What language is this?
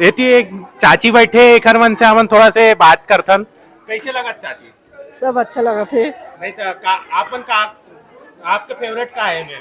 Chhattisgarhi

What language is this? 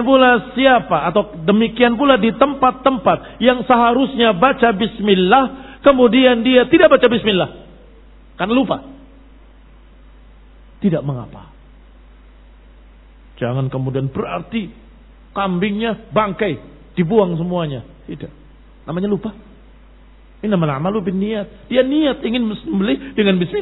Indonesian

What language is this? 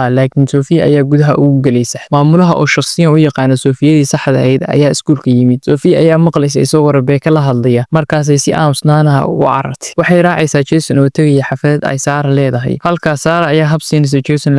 Somali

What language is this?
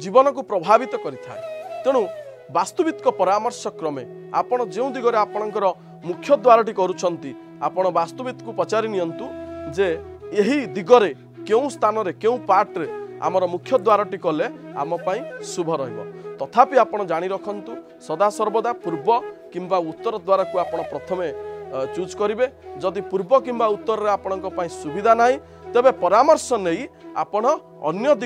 Odia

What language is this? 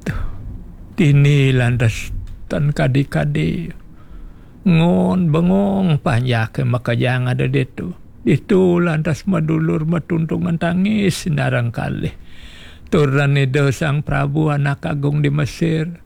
Balinese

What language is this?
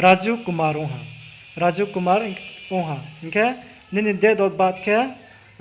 Riang (India)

